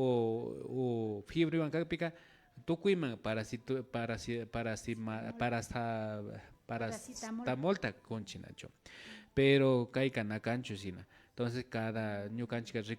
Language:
Imbabura Highland Quichua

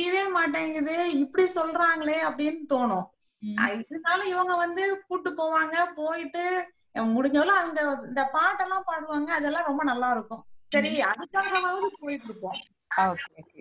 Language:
Tamil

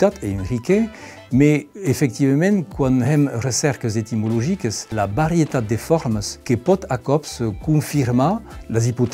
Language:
Occitan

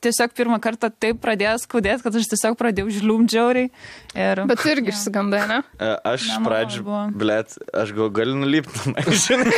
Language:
Lithuanian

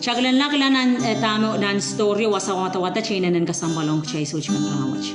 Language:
Pohnpeian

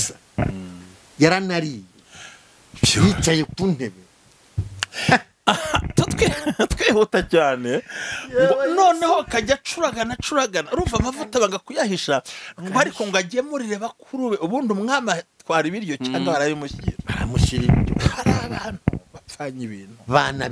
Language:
Kinyarwanda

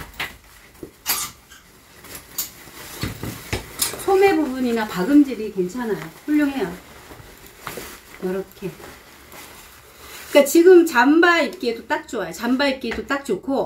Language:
Korean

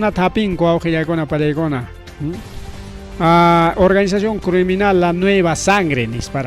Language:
Ayacucho Quechua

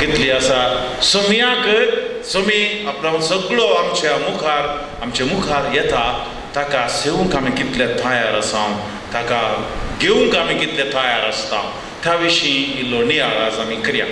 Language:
Konkani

